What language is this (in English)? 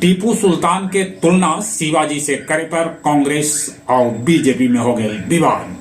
Magahi